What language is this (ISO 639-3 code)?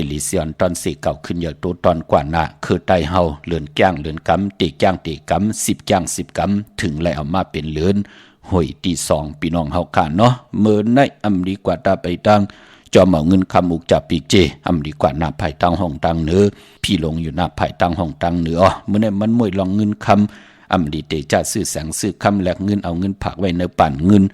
shn